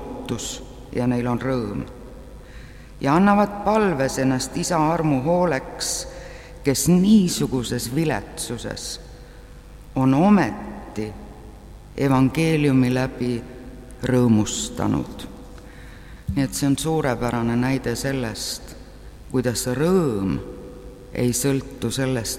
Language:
Estonian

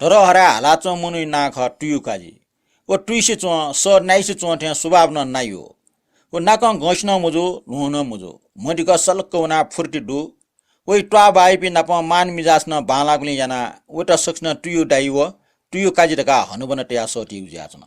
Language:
Newari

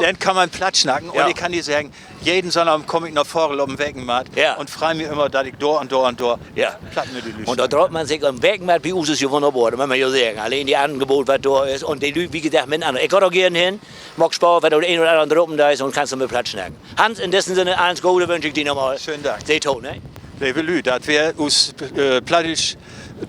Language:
Low German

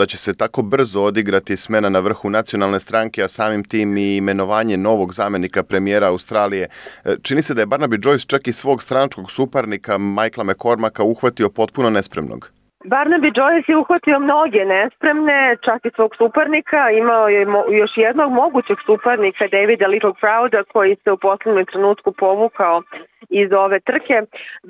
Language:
Serbian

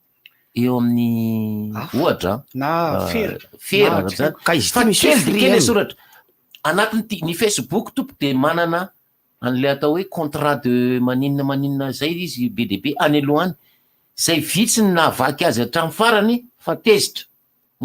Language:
Malagasy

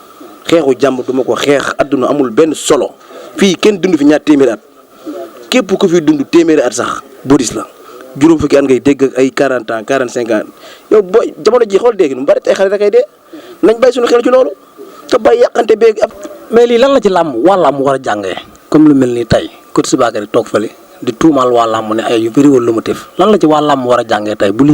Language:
Wolof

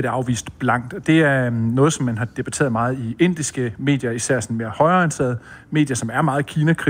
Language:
Danish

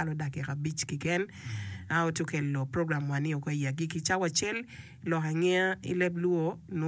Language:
Acoli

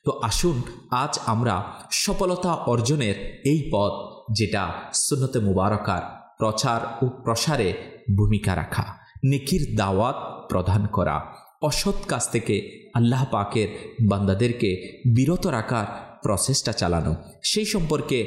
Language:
Bangla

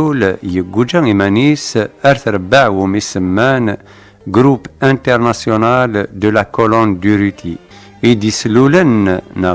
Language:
Kabyle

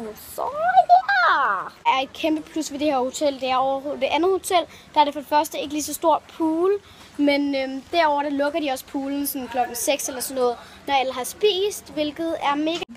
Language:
Danish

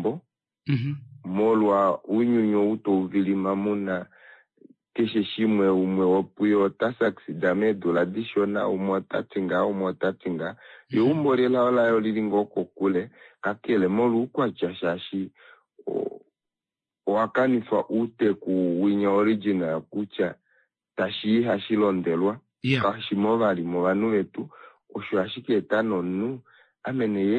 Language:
Kuanyama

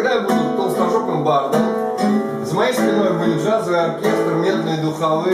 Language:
Russian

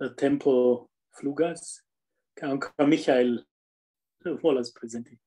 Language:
Esperanto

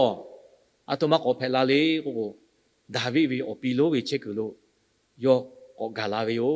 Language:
Lahu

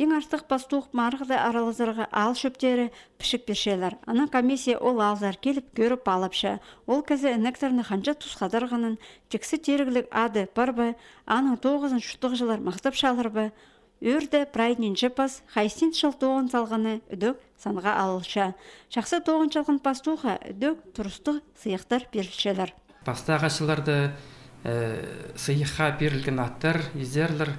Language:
Khakas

